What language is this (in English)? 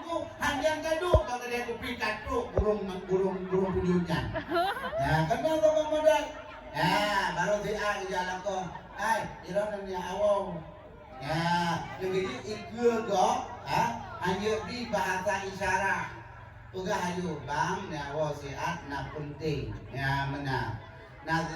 Achinese